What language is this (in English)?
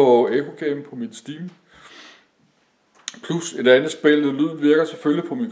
Danish